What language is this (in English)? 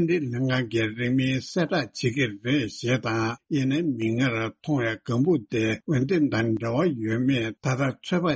Tibetan